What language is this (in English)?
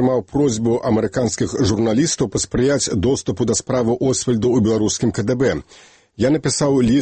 Belarusian